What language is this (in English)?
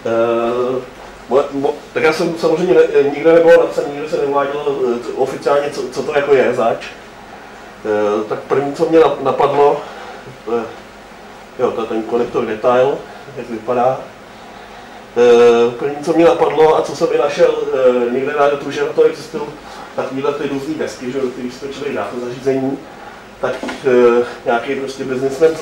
Czech